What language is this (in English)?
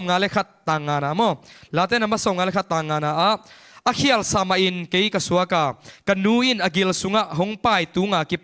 Tedim Chin